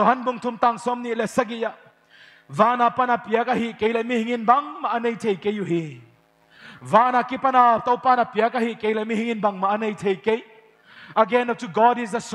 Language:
Paite Chin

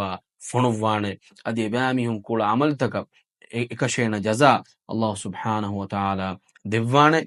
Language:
Divehi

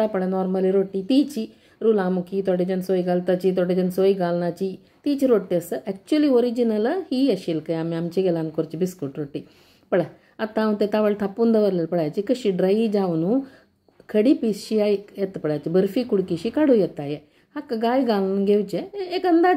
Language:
Konkani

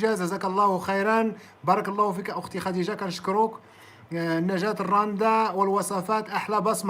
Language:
Moroccan Arabic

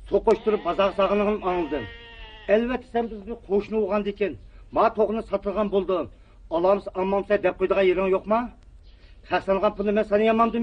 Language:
Uyghur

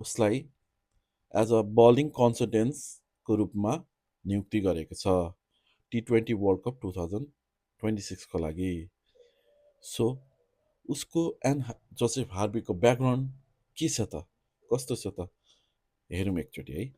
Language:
Nepali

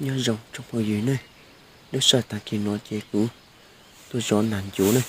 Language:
Hmong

